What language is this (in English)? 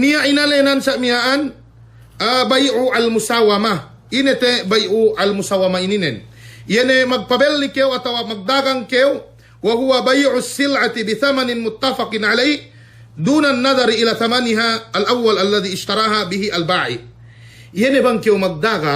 Yakan